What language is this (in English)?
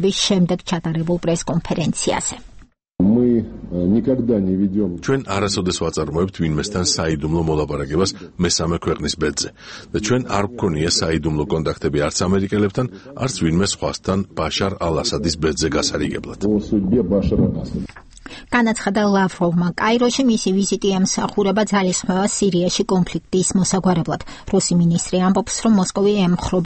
Georgian